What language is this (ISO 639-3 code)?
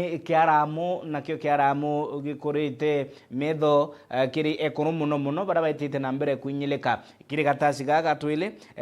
mer